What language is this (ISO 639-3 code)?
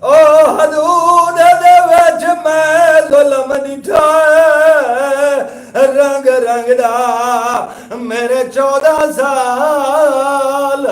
skr